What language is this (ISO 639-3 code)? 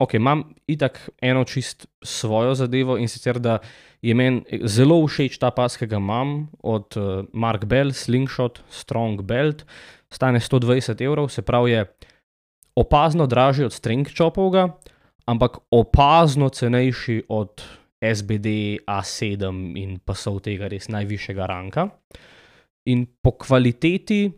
slv